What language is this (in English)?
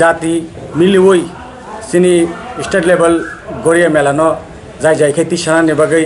Kok Borok